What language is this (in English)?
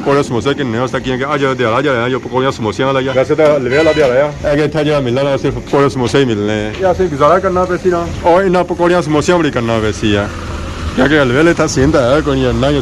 Pahari-Potwari